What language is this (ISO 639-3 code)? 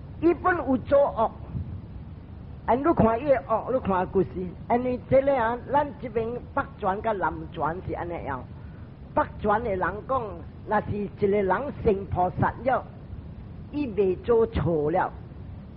nan